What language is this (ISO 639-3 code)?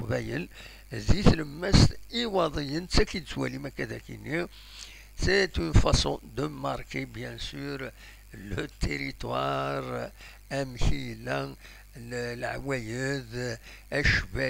kab